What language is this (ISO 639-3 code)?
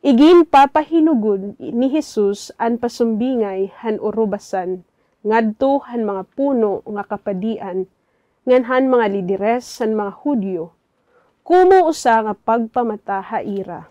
war